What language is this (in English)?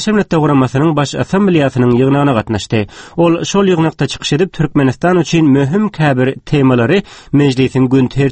Turkmen